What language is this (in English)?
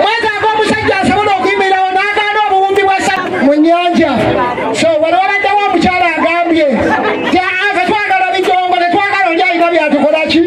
Ganda